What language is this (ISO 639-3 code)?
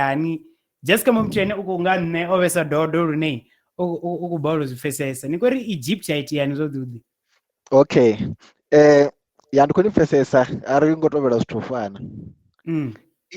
ven